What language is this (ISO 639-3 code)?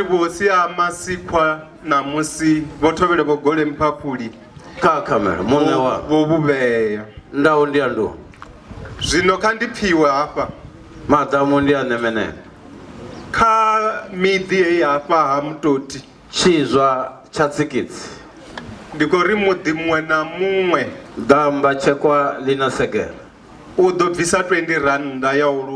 ven